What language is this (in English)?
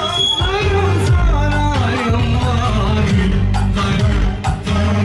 Turkish